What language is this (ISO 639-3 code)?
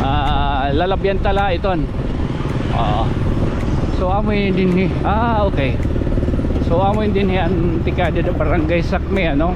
war